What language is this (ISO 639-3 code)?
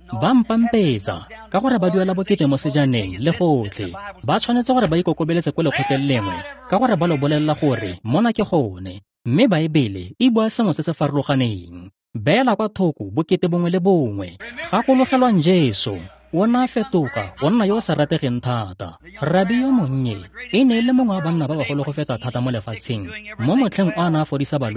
tsn